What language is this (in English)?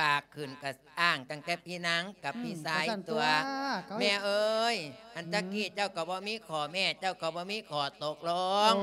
Lao